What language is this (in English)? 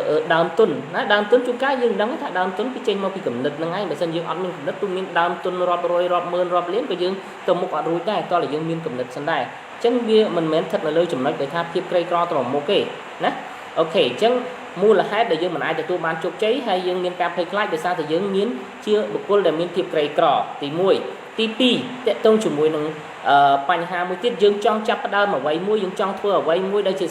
Khmer